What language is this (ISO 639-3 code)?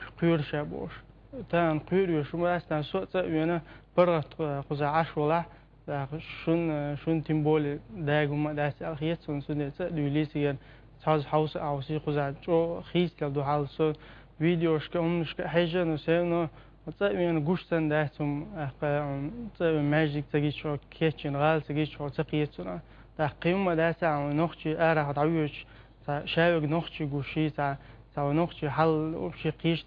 che